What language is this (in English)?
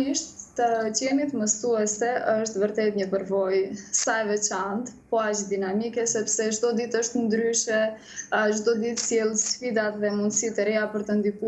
Albanian